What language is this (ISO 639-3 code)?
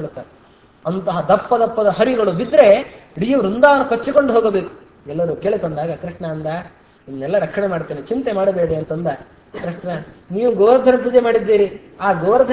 kan